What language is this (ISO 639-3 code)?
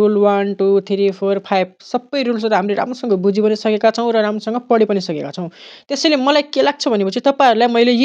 nep